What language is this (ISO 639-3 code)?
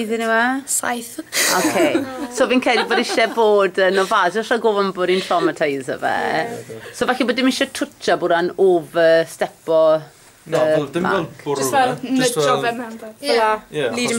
cym